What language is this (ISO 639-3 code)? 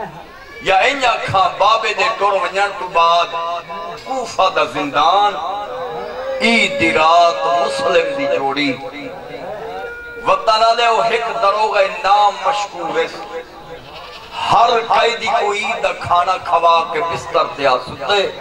skr